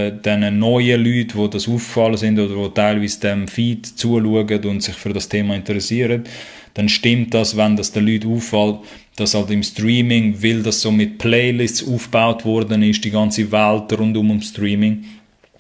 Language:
Swiss German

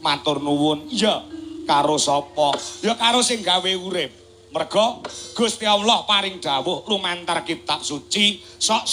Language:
Javanese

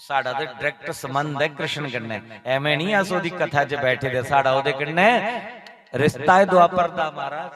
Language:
Dogri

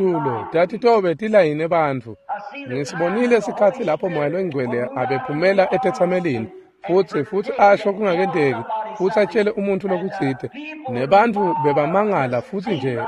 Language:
Swati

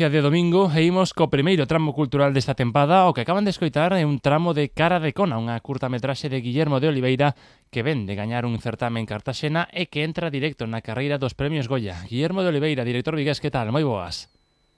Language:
Galician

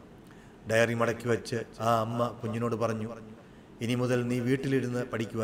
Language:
Malayalam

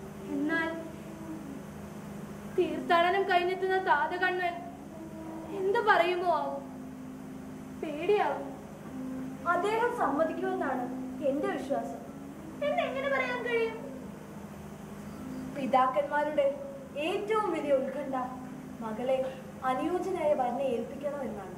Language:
Malayalam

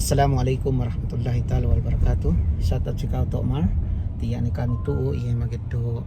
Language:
Yakan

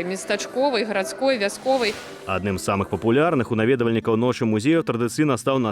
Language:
Belarusian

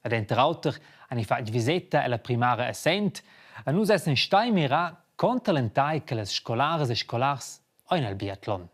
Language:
Romansh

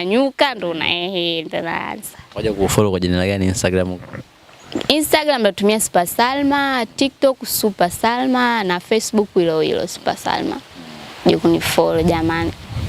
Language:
Swahili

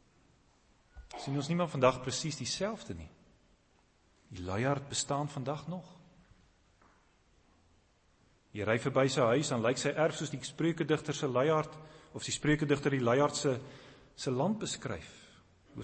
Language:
Afrikaans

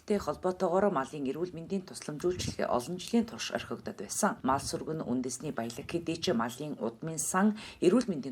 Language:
Mongolian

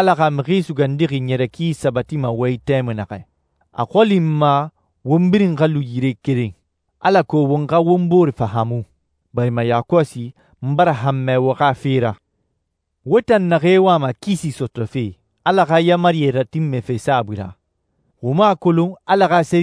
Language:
Susu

